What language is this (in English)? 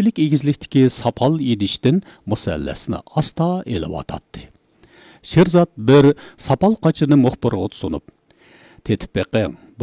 Uyghur